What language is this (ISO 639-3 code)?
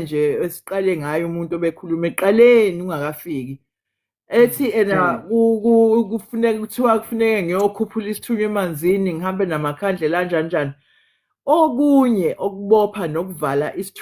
zul